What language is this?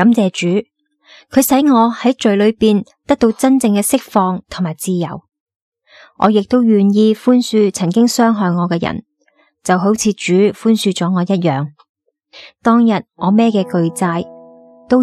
Cantonese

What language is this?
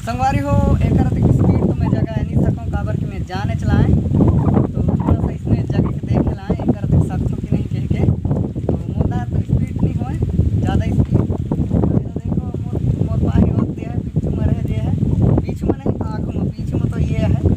Chhattisgarhi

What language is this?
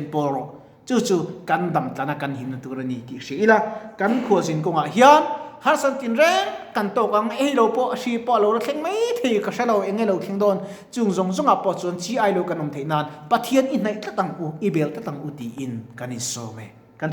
Mizo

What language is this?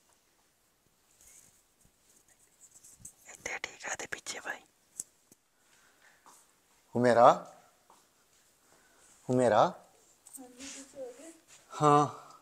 Punjabi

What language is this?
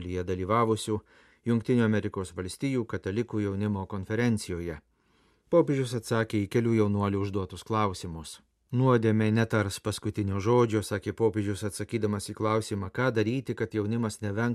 Lithuanian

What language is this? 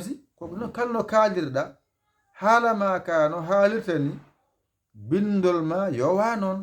Fula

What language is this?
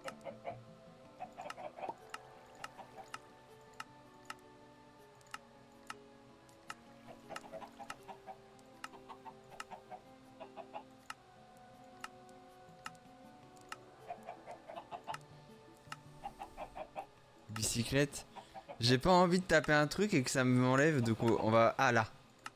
French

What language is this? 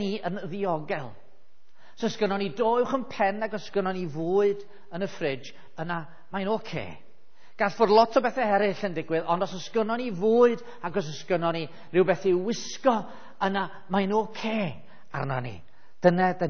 Welsh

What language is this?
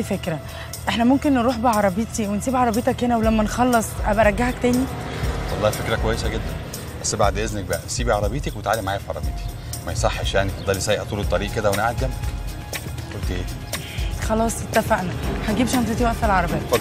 Egyptian Arabic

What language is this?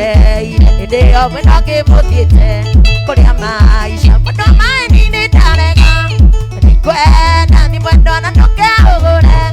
Kikuyu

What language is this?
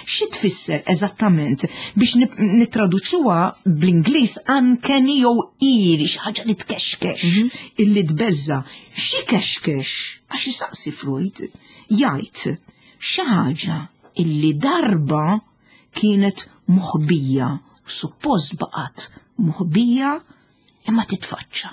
Maltese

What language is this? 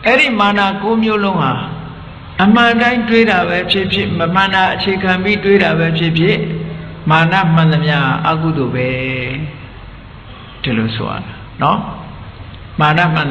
Burmese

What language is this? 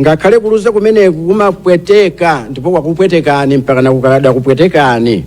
Nyanja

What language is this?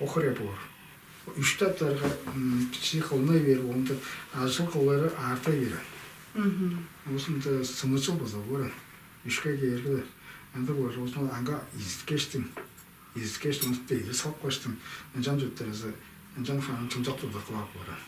Tuvinian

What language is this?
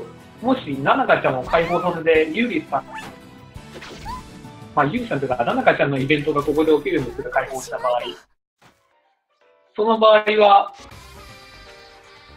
Japanese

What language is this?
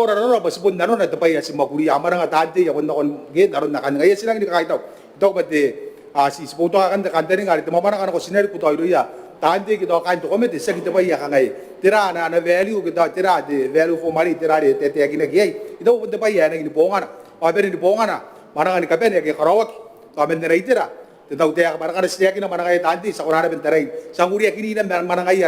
Gilbertese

